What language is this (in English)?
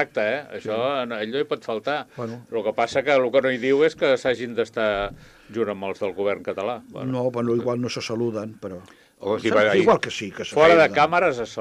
Catalan